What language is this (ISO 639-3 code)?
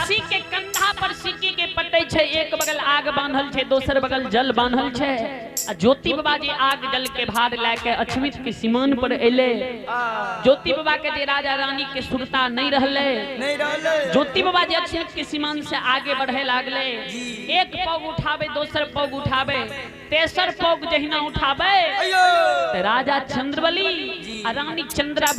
mai